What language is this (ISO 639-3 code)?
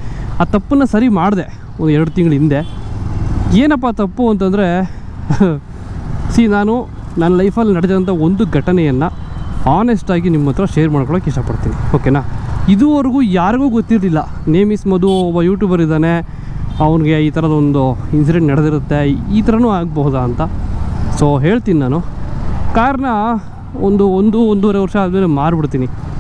kan